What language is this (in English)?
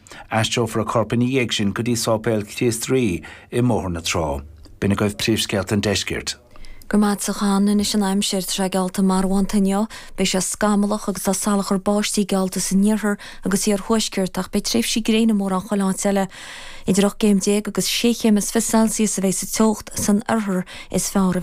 Irish